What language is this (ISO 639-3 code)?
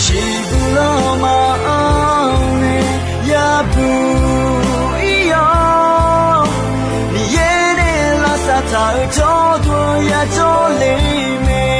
ahk